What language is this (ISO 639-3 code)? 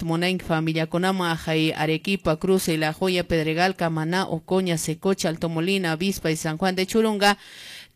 que